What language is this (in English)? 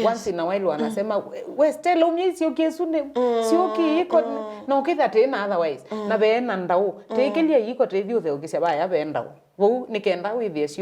Kamba